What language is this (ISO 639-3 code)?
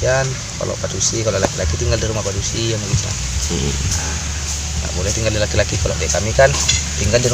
min